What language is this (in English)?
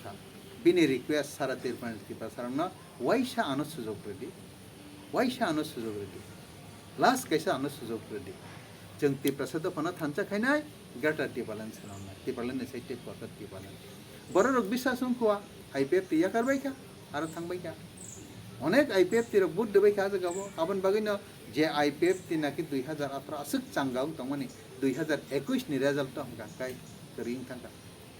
Kok Borok